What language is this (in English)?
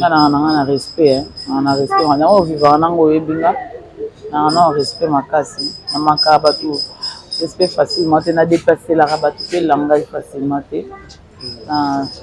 Lingala